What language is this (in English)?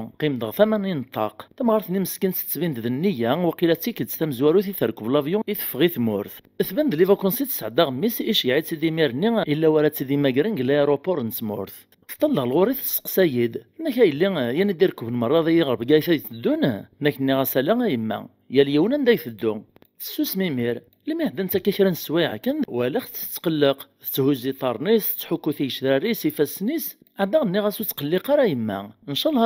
Kabyle